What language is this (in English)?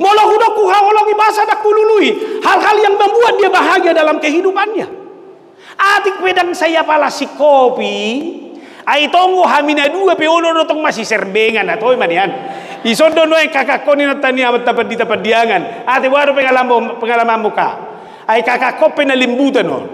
Batak Toba